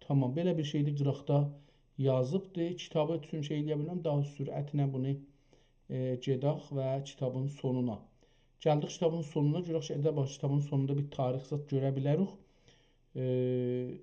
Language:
South Azerbaijani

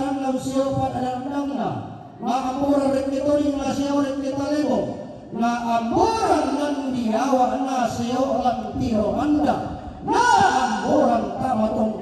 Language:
Toraja-Sa'dan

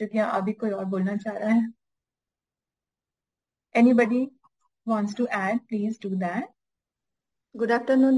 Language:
Hindi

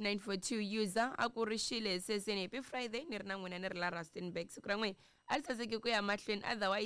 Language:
Tsonga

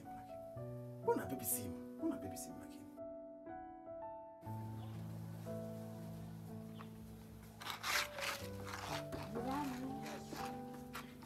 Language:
Swahili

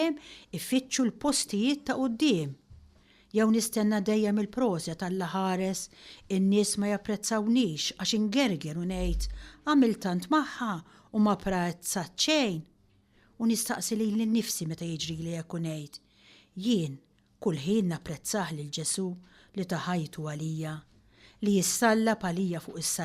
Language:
Maltese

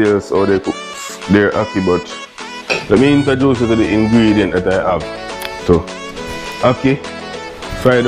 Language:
Jamaican Creole English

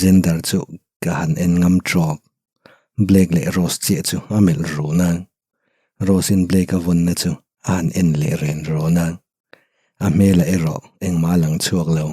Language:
Mizo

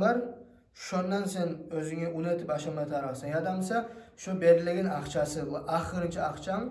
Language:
Kumyk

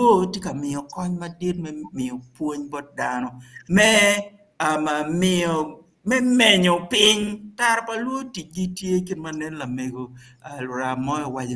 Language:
Acoli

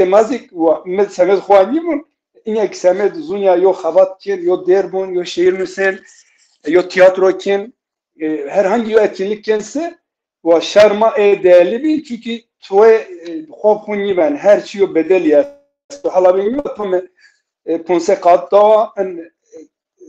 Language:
Zaza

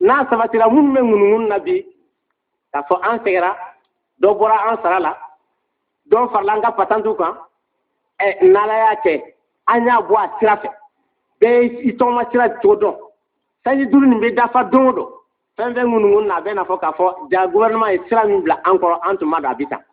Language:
Bambara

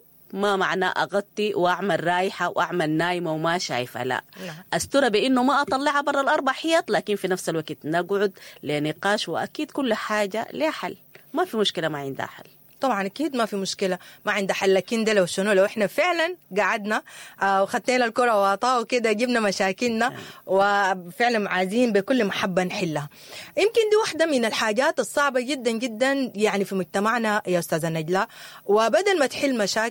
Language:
Sudanese Arabic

